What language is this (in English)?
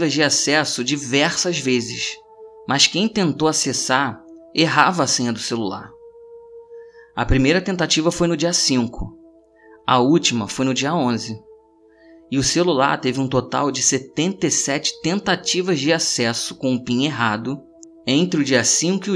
Portuguese